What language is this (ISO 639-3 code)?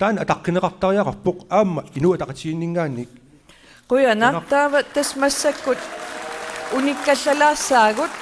kal